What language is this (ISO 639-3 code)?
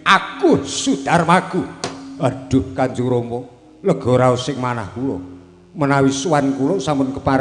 jav